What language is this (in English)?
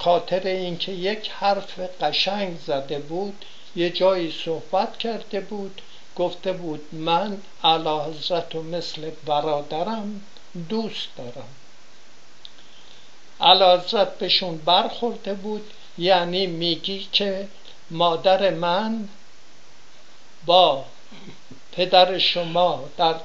Persian